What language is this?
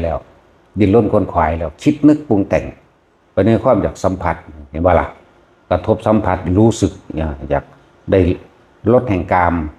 Northeastern Thai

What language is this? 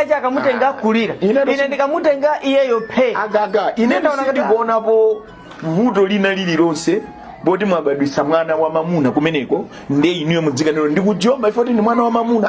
Nyanja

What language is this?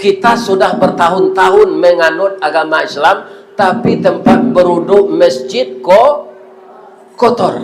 Minangkabau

